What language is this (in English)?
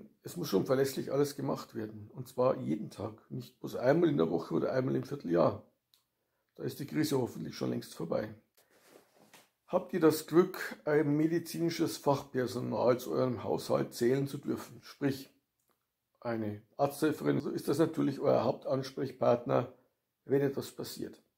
German